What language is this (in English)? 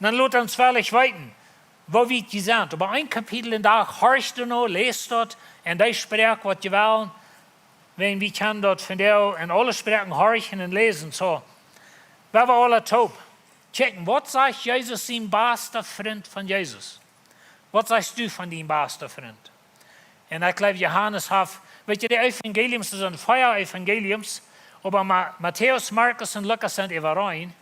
Plautdietsch